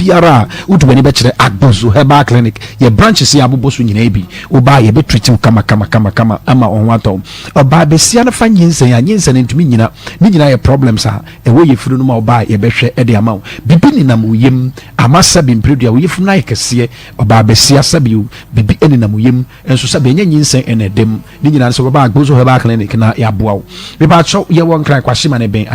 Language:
Akan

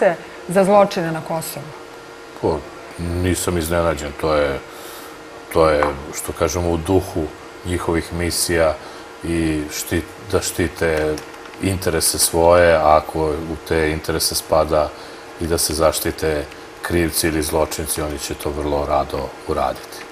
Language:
Serbian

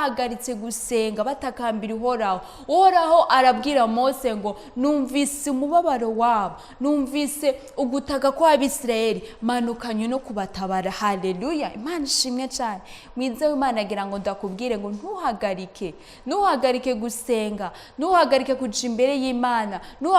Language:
Rundi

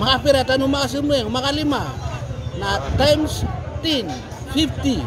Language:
Maranao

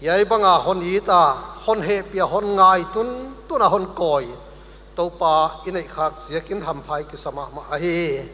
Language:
Paite Chin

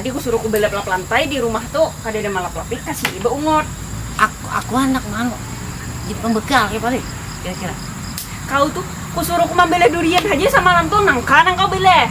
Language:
Banjar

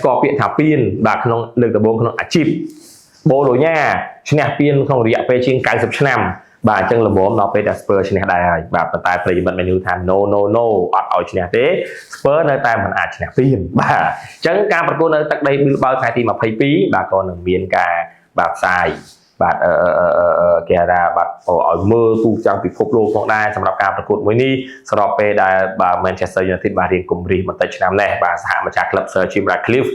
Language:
Khmer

